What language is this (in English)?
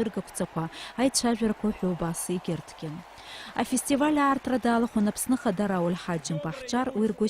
Abkhazian